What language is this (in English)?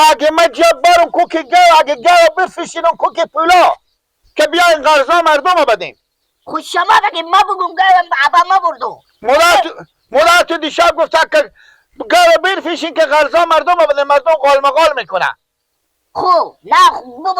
Persian